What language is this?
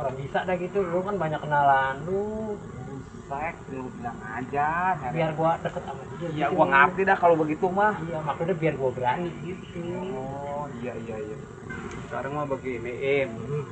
Betawi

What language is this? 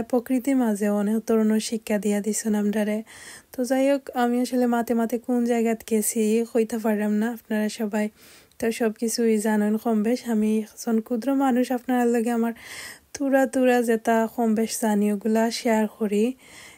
Sylheti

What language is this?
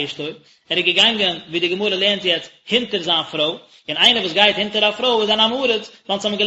Yiddish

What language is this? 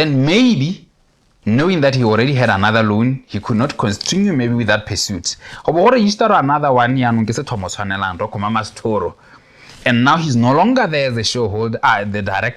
Tswana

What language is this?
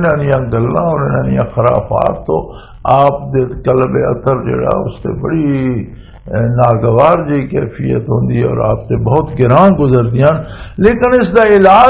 Western Panjabi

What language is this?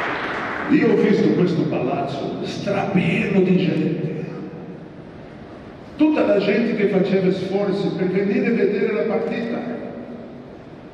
Italian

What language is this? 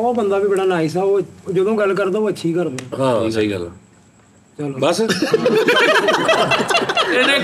Punjabi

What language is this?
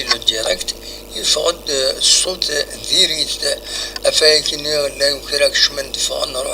Kabyle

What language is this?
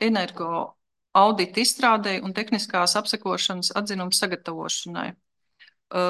Latvian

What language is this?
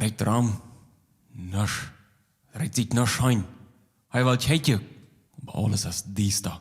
Plautdietsch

